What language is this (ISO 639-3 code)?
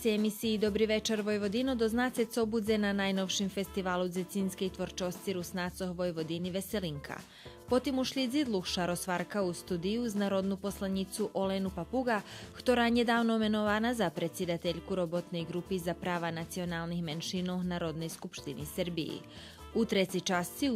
rue